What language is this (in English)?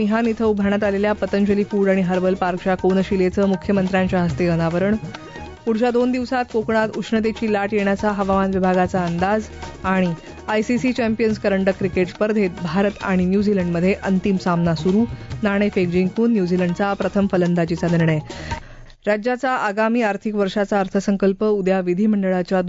Marathi